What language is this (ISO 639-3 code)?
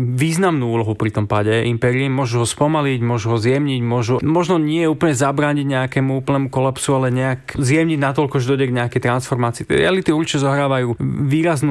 slk